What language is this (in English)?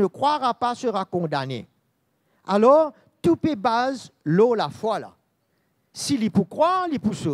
Morisyen